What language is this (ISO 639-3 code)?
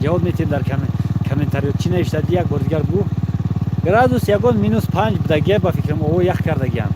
tgk